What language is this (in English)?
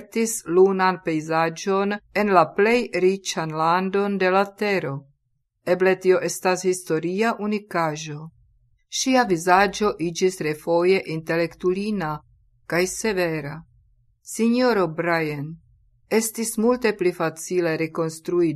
Esperanto